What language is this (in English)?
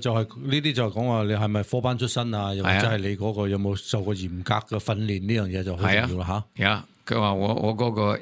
Cantonese